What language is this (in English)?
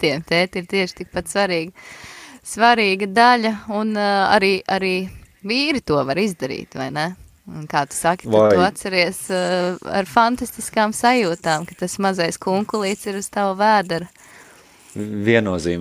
Latvian